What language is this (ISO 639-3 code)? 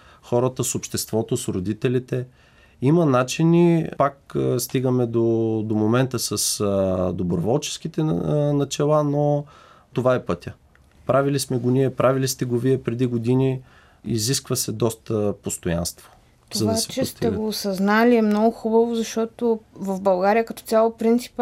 bul